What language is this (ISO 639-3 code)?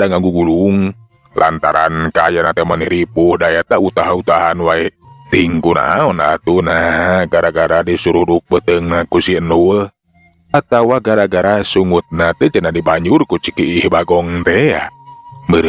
sun